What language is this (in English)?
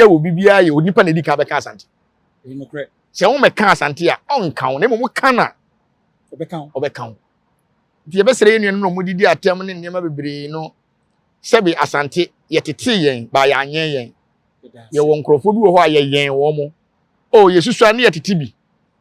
Akan